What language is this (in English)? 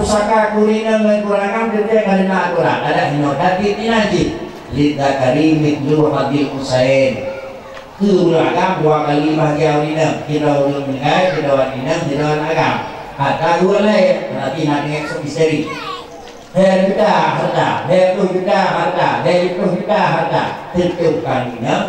Achinese